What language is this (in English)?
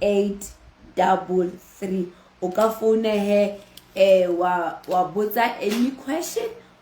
Southern Sotho